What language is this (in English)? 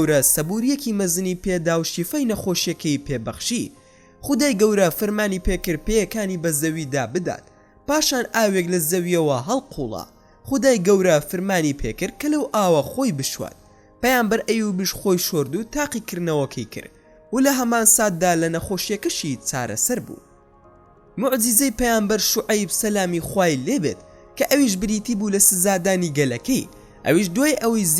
Central Kurdish